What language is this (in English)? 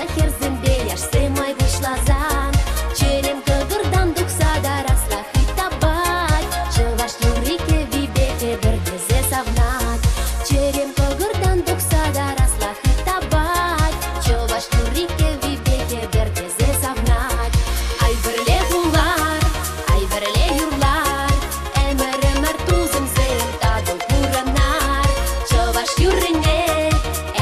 Chuvash